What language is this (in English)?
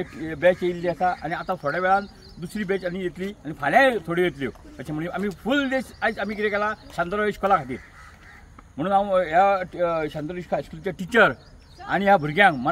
Konkani